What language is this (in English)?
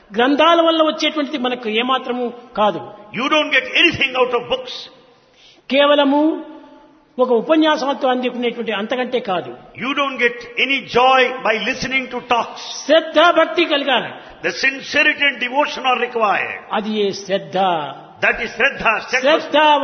Telugu